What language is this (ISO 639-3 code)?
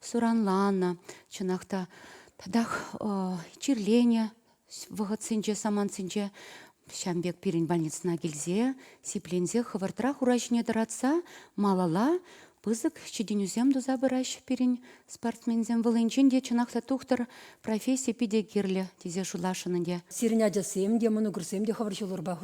chv